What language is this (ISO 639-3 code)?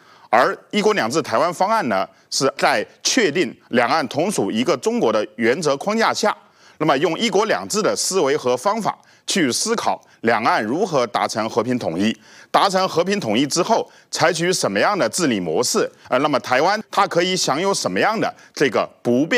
zho